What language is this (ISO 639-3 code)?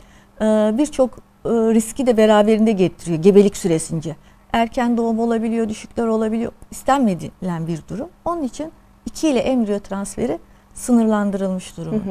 tur